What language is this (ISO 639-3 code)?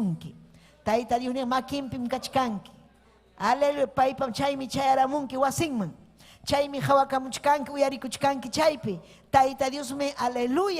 quy